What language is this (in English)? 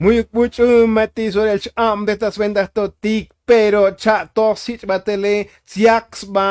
Tzotzil